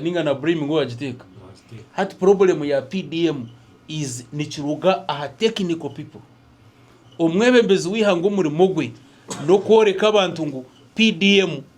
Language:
Nyankole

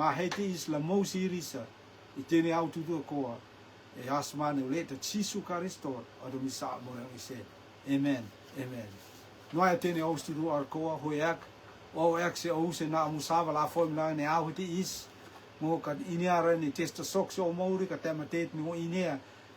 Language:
Rotuman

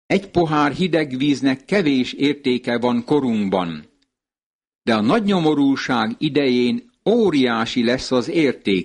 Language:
Hungarian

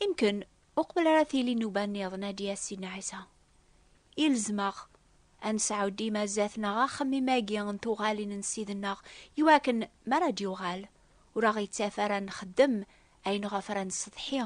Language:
Kabyle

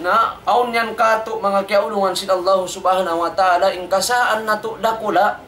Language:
Tausug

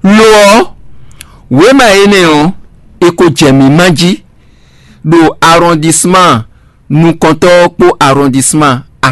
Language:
Fon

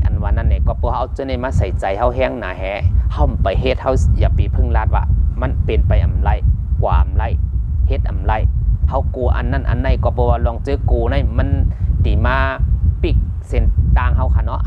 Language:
Shan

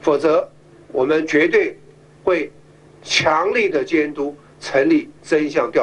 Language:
Chinese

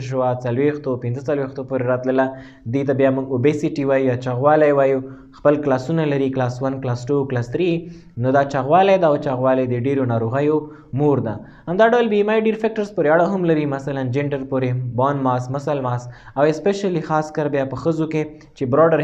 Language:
Pashto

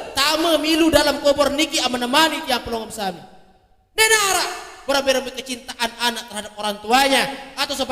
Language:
Sasak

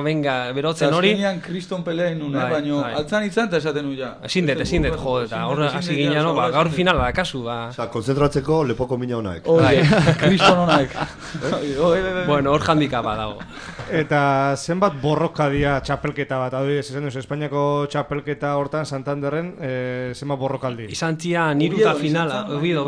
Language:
Basque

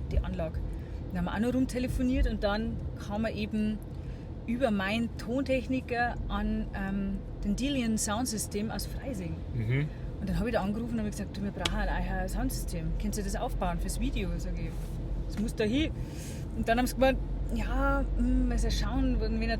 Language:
Bavarian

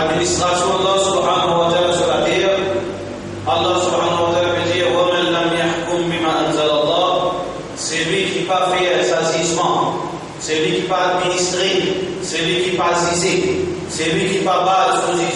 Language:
Morisyen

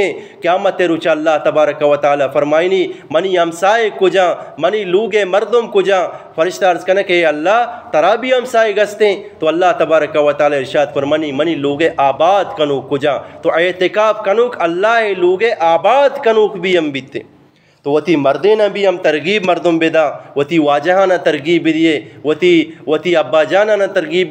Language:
Eastern Balochi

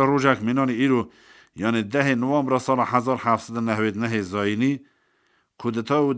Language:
Kurdish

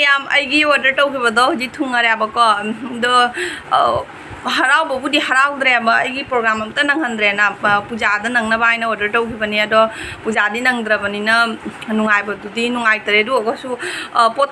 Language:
Manipuri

